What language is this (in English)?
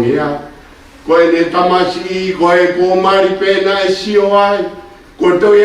Tongan